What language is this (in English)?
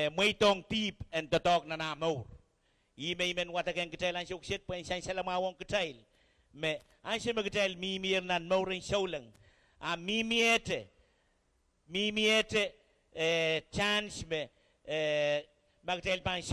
Pohnpeian